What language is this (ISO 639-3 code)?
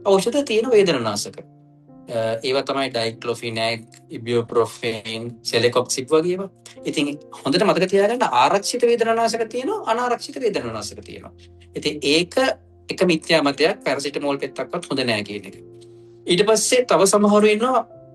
sin